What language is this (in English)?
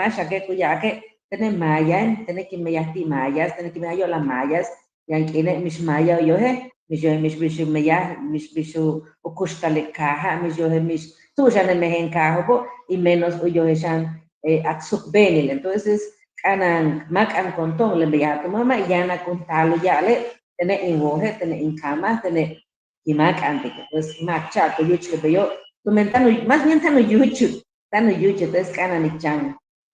Yucateco